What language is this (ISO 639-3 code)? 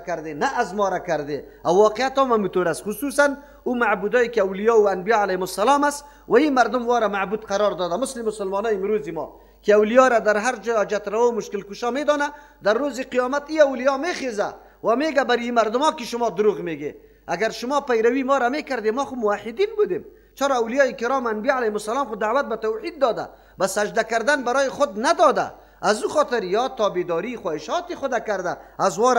fas